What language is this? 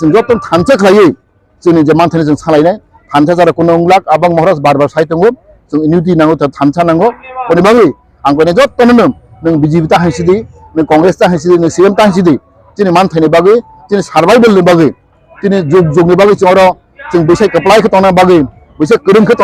Kok Borok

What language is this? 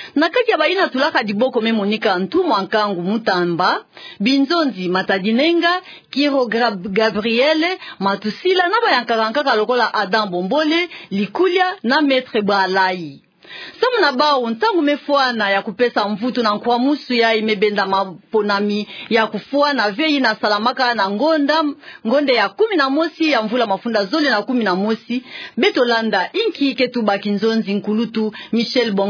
Kituba (Democratic Republic of Congo)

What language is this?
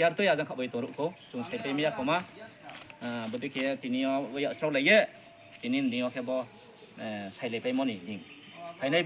Riang (India)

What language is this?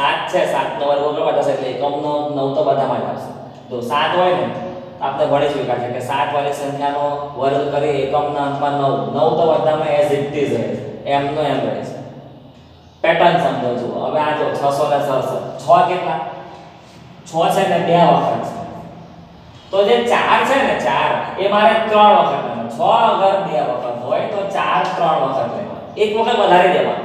Gujarati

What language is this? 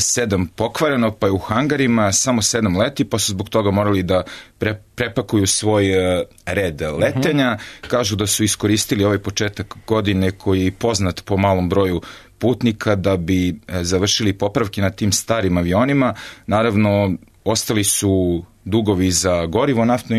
Serbian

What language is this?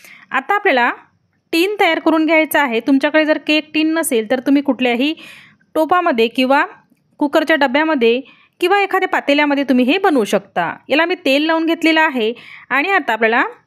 Marathi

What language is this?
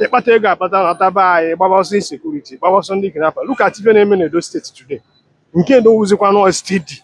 Igbo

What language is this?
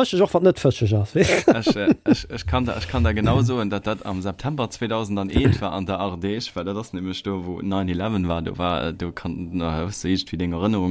Luxembourgish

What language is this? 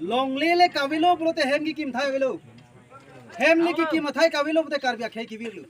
Karbi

